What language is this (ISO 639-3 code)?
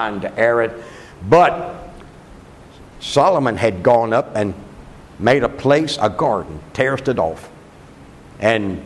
eng